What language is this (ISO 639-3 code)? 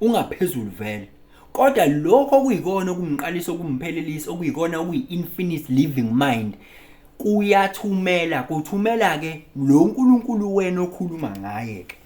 zul